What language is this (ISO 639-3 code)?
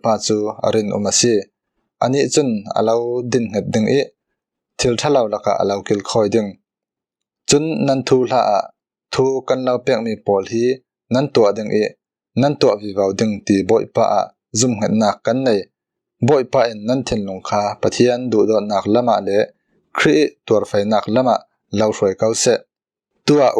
cfm